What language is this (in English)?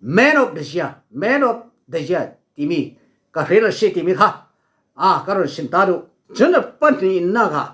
Falam Chin